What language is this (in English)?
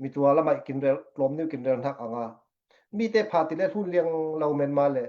Falam Chin